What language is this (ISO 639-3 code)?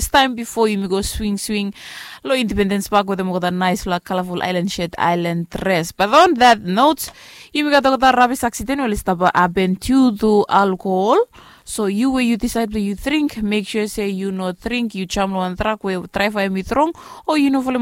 bis